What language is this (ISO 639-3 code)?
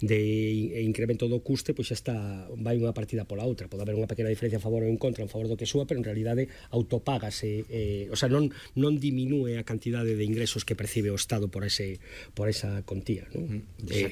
glg